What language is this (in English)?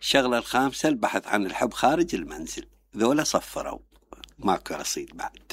Mesopotamian Arabic